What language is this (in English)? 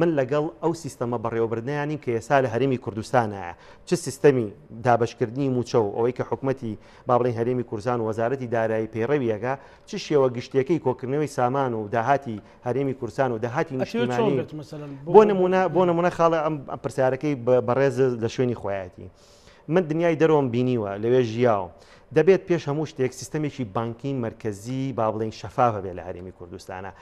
Central Kurdish